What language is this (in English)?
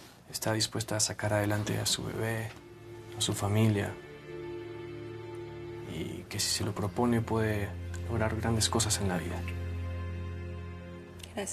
Spanish